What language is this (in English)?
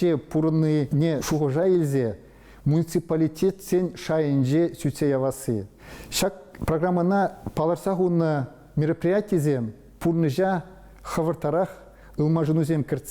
Chuvash